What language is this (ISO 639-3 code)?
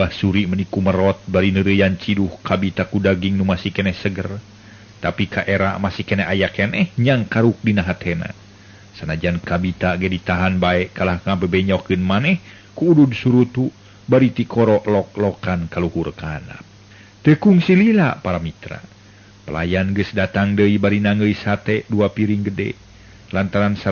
sun